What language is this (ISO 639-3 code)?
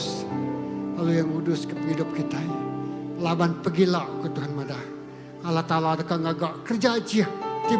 iba